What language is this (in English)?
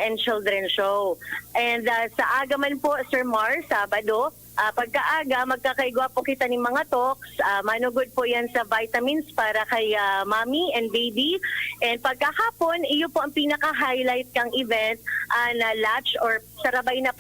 Bikol